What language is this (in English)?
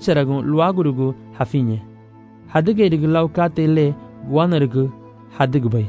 Garifuna